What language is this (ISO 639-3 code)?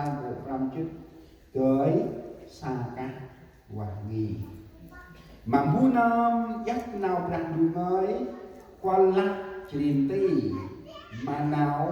cmo